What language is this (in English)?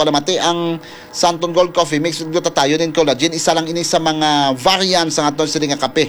Hiligaynon